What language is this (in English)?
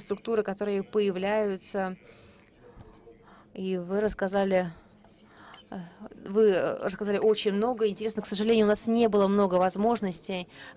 Russian